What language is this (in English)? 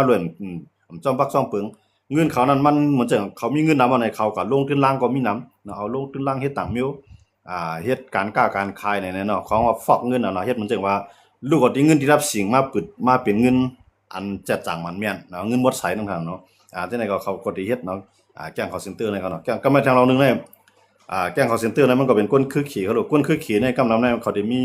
Shan